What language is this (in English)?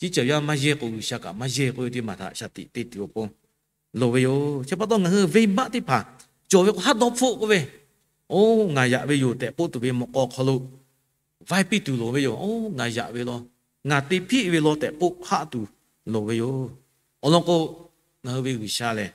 Lahu